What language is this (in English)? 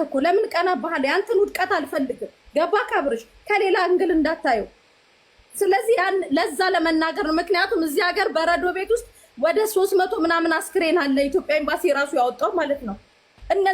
Amharic